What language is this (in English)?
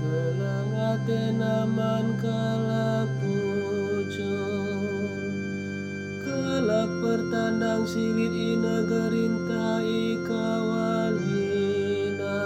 Batak Karo